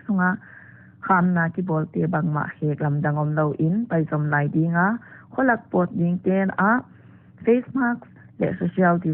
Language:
Paite Chin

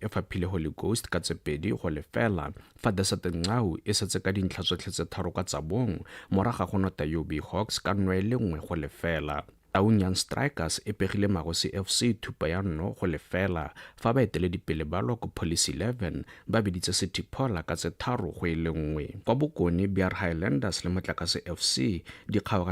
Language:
Tswana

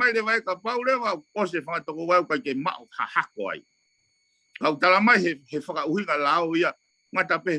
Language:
Tongan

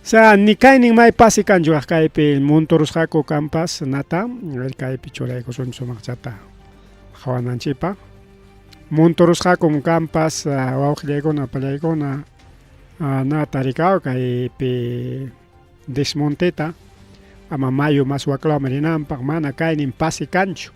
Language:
Ayacucho Quechua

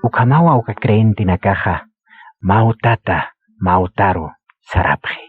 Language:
Aymara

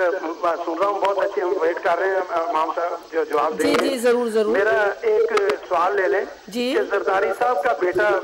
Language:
Urdu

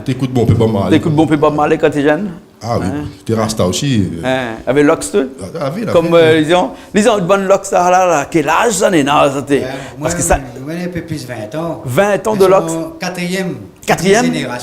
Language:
Réunion Creole French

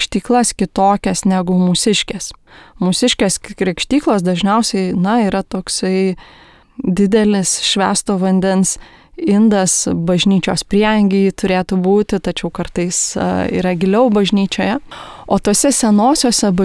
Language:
Lithuanian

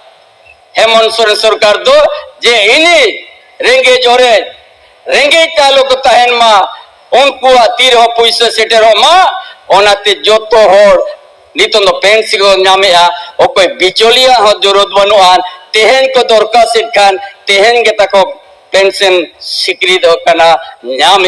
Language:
Santali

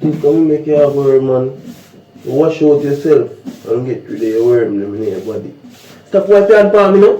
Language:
Jamaican Creole English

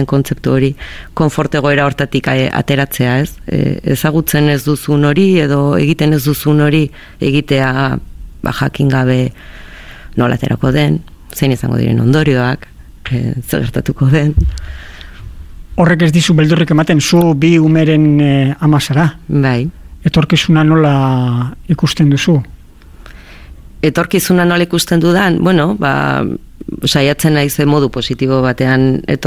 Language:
Basque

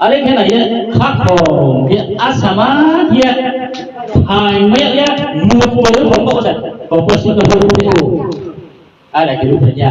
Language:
Riang (India)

